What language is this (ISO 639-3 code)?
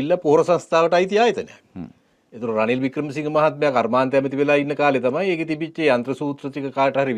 sin